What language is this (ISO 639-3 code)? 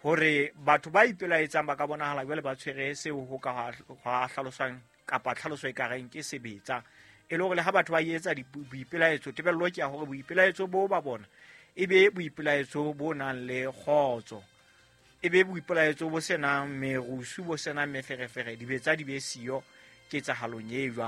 sot